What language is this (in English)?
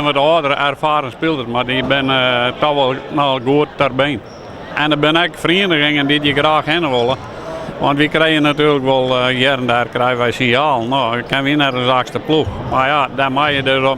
Western Frisian